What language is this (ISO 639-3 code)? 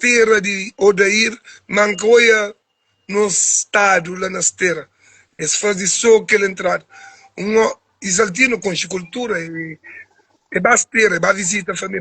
kea